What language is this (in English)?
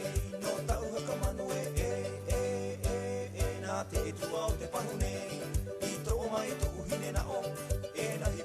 Rapanui